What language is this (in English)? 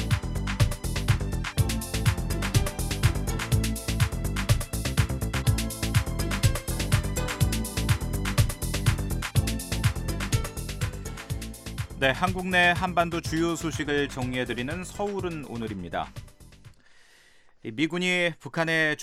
Korean